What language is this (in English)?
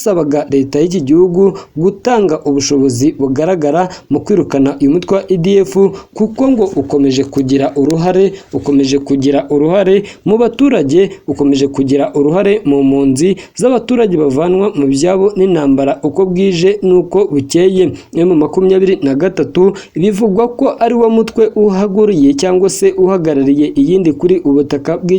Kinyarwanda